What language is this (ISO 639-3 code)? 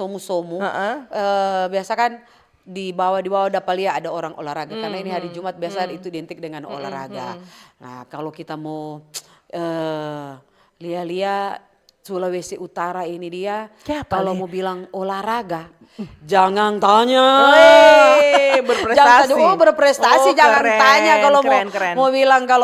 xmm